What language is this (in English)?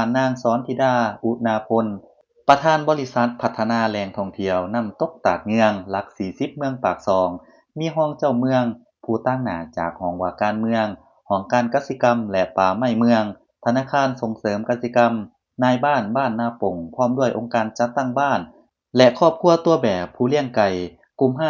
Lao